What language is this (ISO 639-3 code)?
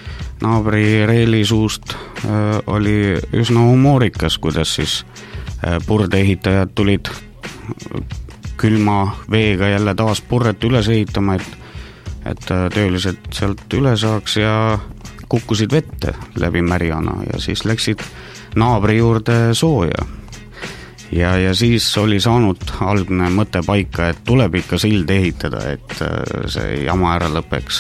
est